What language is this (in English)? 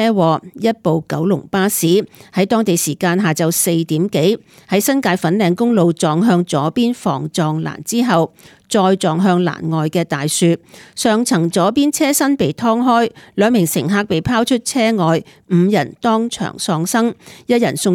Cantonese